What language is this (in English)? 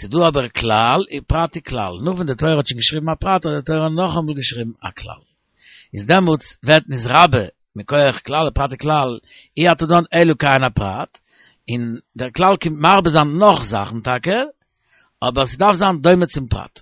Yiddish